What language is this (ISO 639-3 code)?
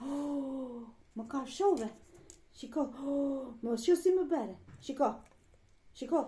sqi